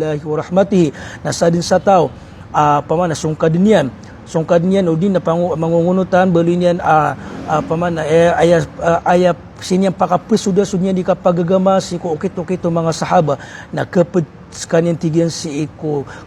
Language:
Maranao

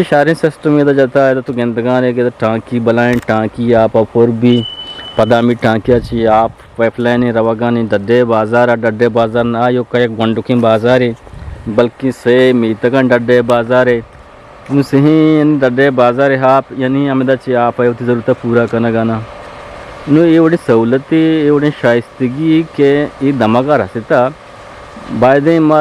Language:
Eastern Balochi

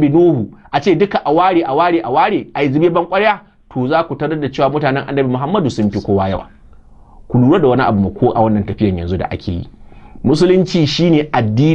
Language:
Hausa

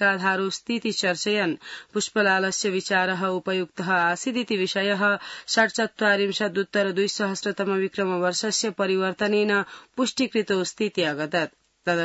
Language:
Sanskrit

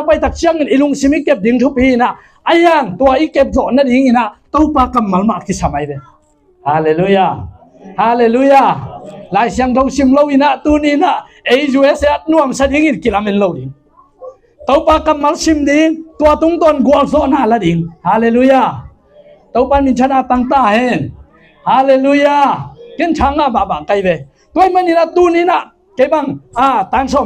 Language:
Tedim Chin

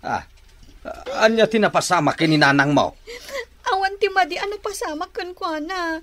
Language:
Iloko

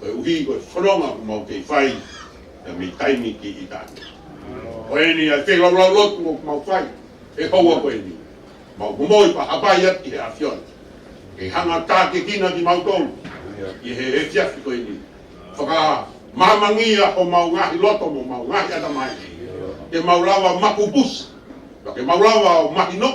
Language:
Tongan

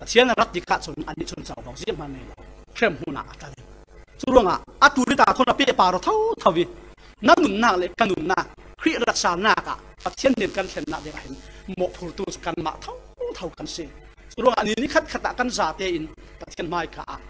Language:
Falam Chin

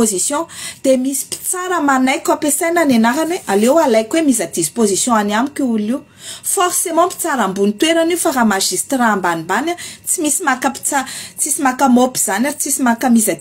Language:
Malagasy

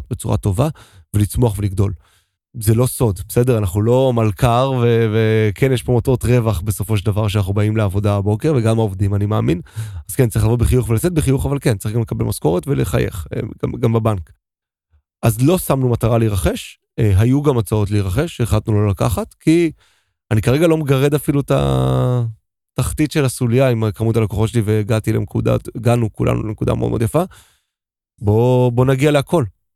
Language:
Hebrew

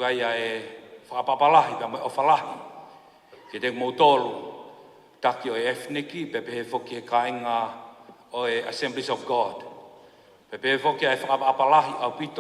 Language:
Tongan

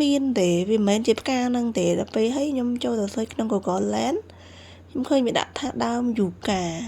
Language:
Khmer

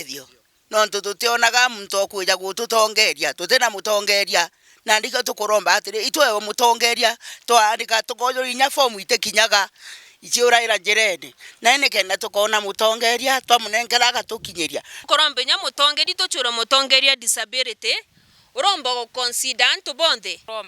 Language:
Meru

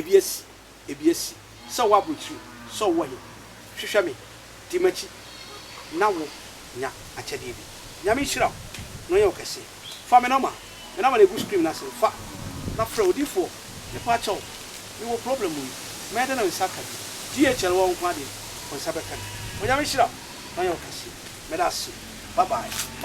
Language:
Akan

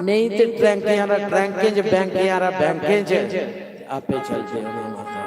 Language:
Dogri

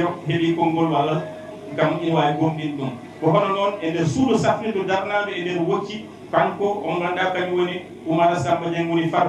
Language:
Fula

